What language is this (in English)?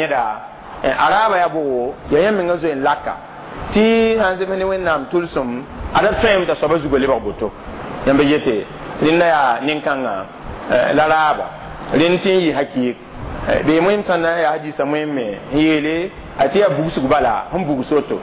Mossi